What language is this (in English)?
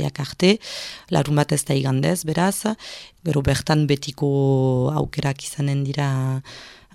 Basque